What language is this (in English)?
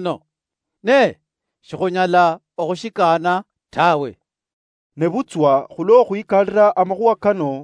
Luyia